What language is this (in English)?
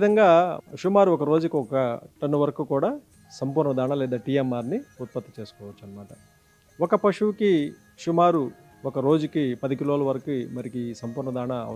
Telugu